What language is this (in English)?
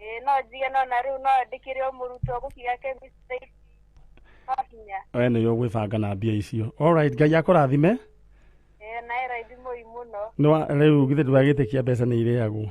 Kikuyu